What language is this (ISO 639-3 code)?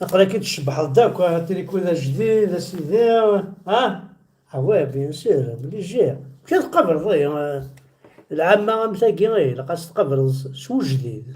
kab